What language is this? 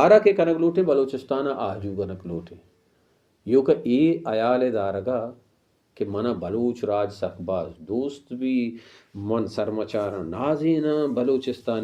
Baluchi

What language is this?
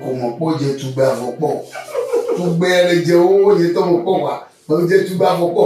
Ewe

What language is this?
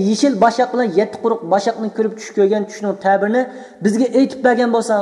Uyghur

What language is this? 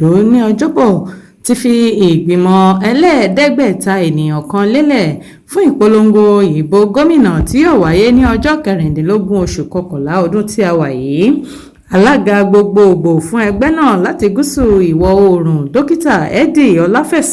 Yoruba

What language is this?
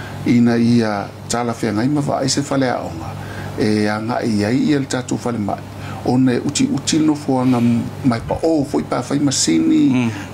Samoan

